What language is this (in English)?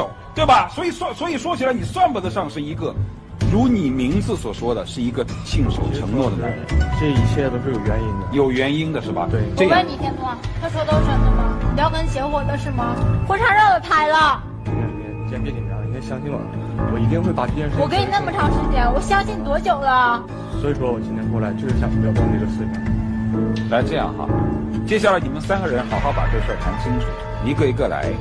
Chinese